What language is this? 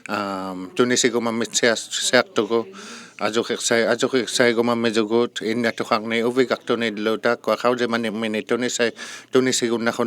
Inuktitut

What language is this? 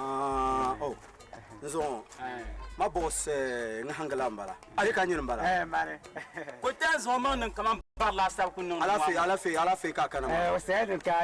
Dagbani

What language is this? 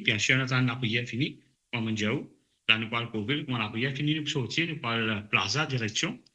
Morisyen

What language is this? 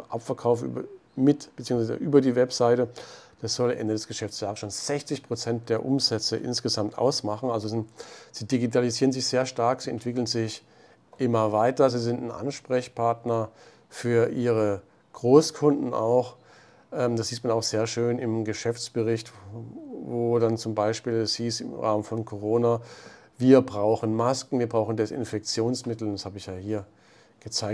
German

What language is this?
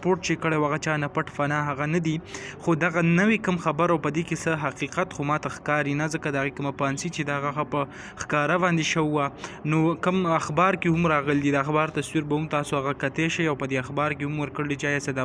Pashto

